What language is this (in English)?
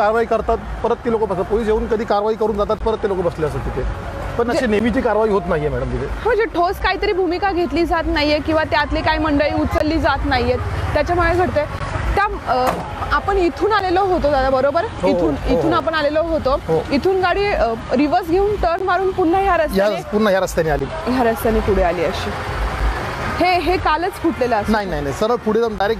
Marathi